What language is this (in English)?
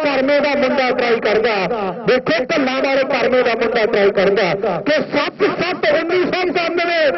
Punjabi